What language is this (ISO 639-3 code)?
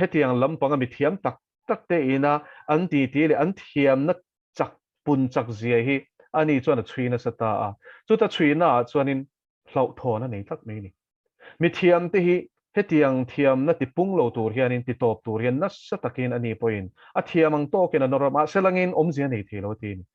lus